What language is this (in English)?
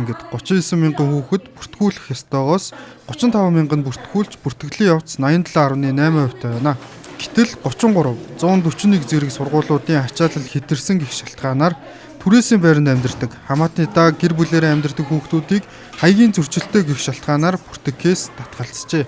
Mongolian